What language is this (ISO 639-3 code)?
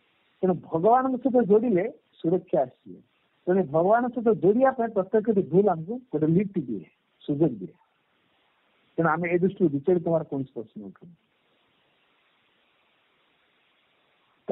ori